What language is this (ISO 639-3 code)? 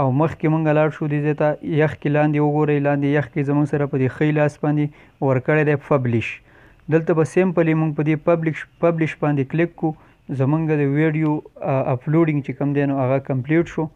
pus